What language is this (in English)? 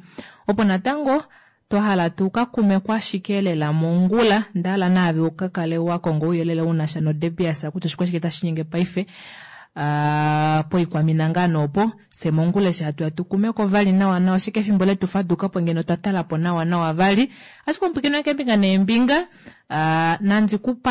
Kuanyama